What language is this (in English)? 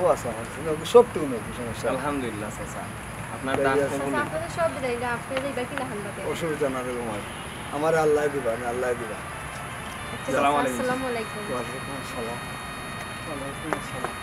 Sylheti